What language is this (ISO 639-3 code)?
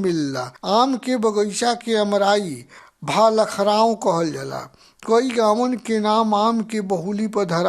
bho